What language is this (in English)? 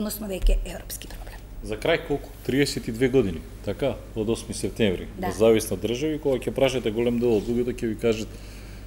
Macedonian